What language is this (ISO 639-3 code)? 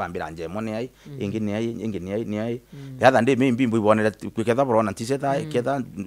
mer